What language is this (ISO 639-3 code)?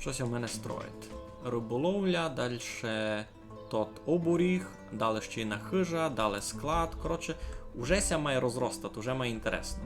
rue